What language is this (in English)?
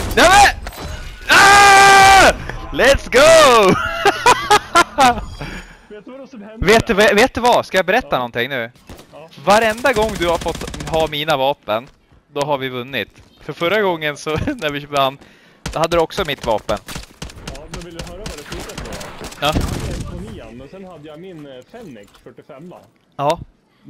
Swedish